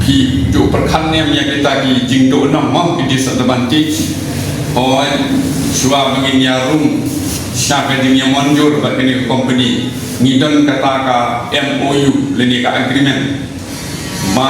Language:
Khasi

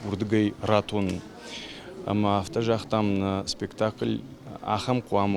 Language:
Ossetic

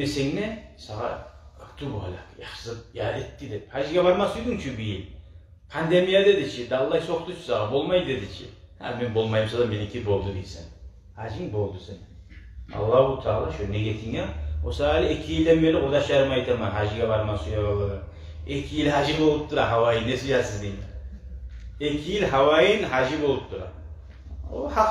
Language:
Kumyk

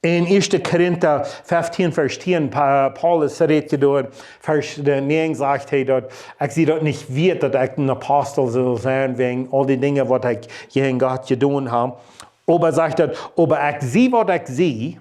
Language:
Plautdietsch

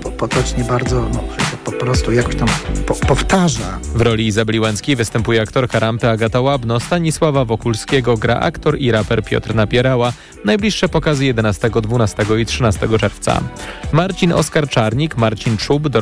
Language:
Polish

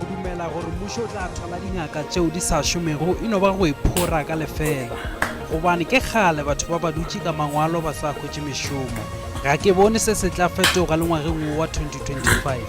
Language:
Northern Sotho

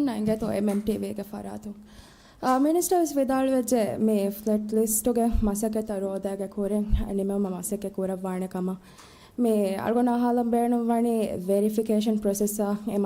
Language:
Divehi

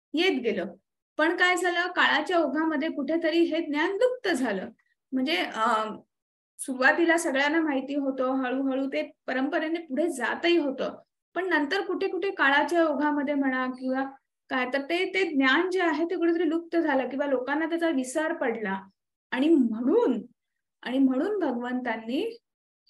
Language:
Marathi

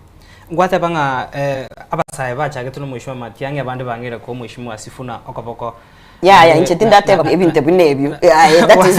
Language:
Gusii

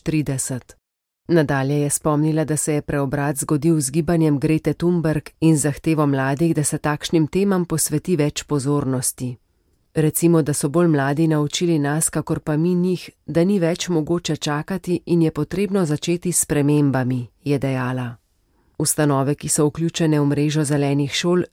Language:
Slovenian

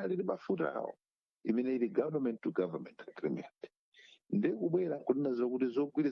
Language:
Nyanja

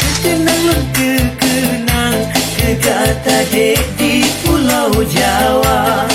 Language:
Achinese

